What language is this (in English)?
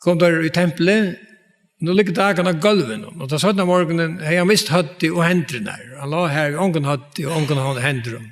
Faroese